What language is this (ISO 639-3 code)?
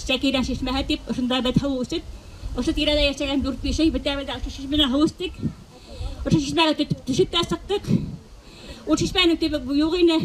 bak